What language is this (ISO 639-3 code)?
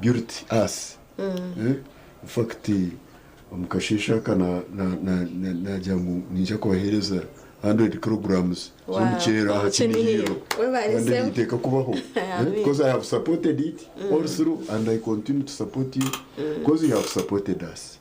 nyn